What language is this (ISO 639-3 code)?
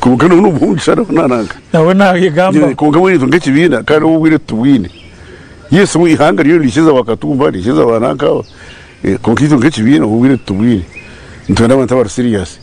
nyn